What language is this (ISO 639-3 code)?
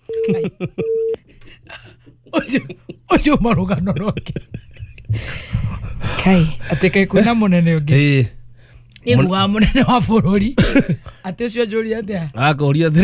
kik